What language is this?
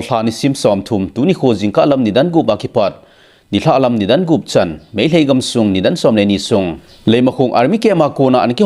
Thado Chin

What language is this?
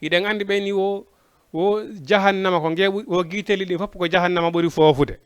Fula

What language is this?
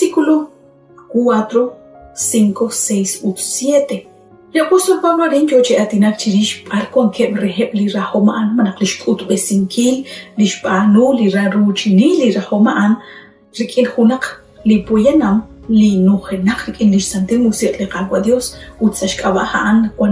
Kekchí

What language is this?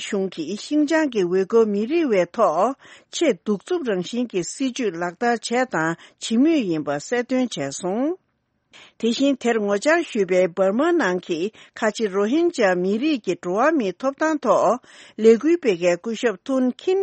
Tibetan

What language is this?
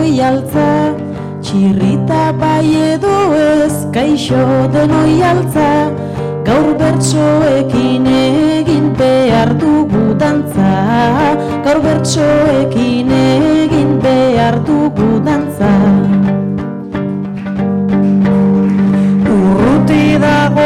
Basque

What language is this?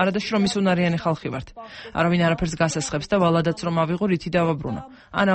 Georgian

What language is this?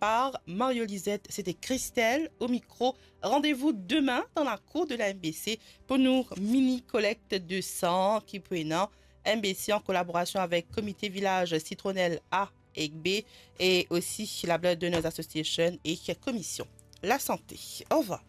Morisyen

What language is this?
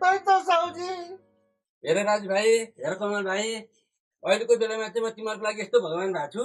Nepali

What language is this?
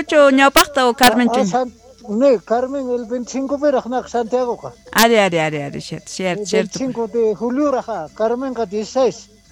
South Bolivian Quechua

